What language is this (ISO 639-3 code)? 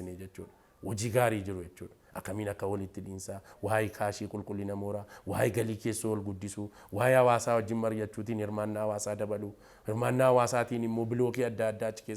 orm